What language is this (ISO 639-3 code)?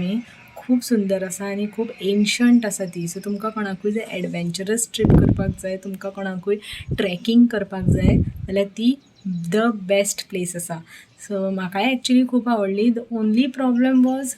kok